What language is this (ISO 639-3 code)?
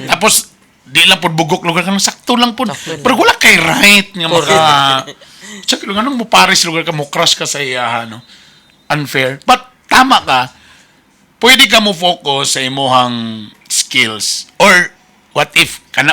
ceb